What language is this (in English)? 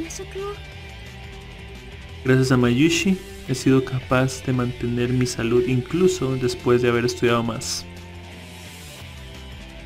Spanish